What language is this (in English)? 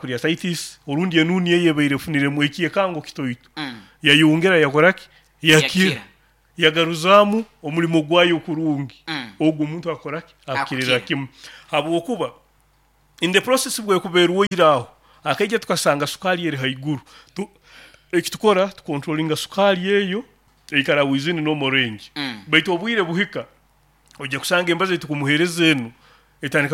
Nyoro